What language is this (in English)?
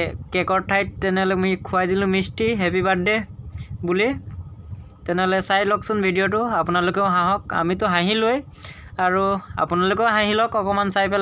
Assamese